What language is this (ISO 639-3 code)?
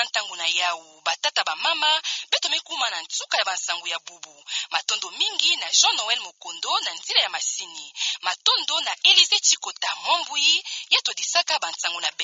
ktu